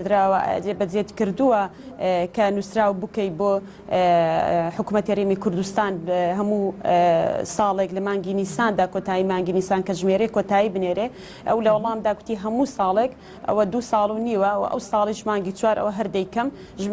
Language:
Central Kurdish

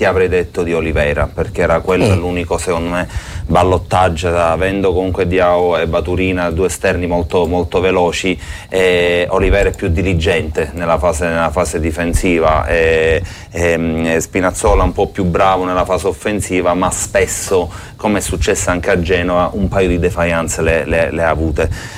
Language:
Italian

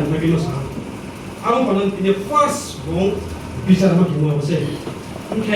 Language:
Riang (India)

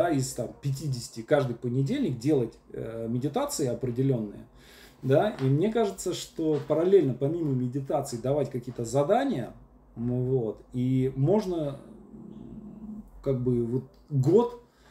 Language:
Russian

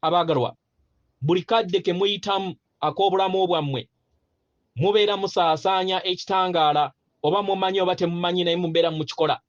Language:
Ganda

